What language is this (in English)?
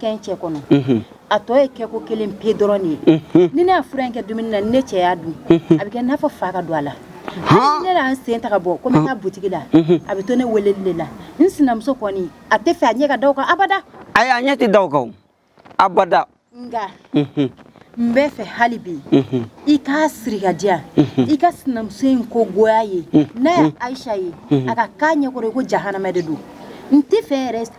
Bambara